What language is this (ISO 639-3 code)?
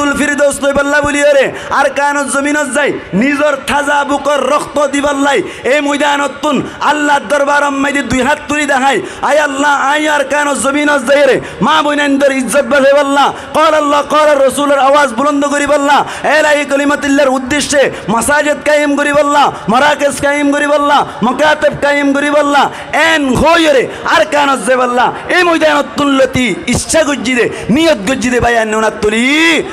rhg